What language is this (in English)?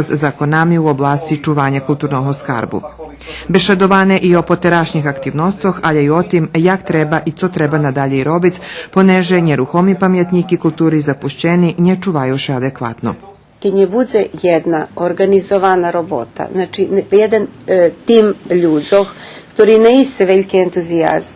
Rusyn